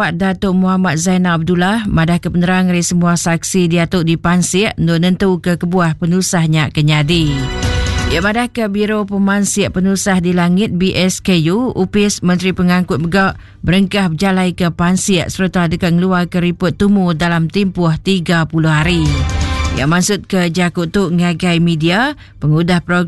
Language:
Iban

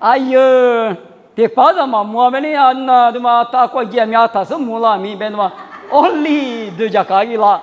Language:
Lisu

